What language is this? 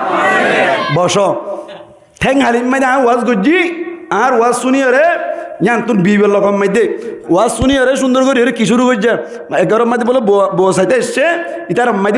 Rohingya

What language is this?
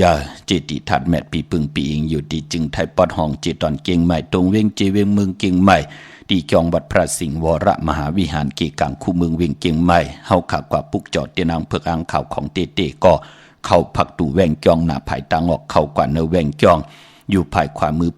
Shan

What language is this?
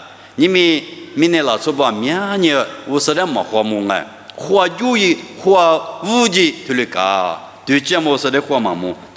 Lisu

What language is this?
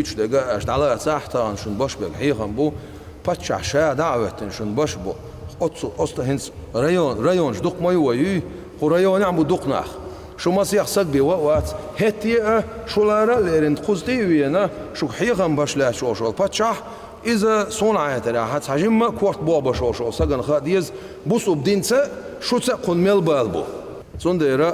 Chechen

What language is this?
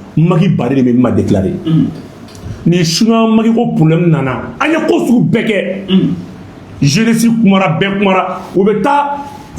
Bambara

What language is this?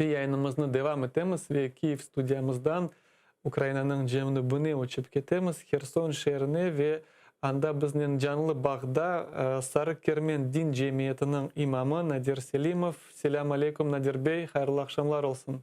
Crimean Tatar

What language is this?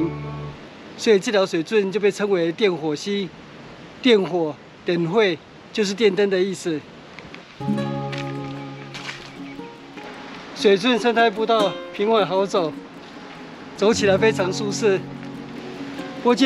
Chinese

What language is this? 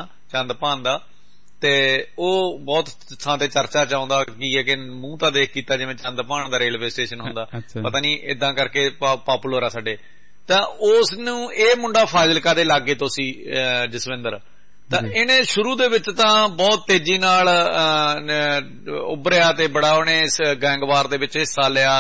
Punjabi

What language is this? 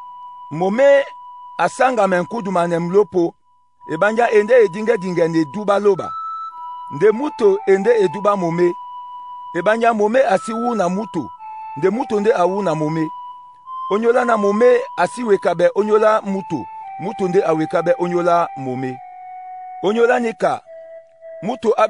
Duala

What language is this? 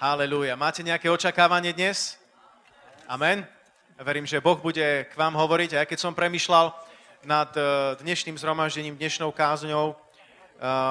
Slovak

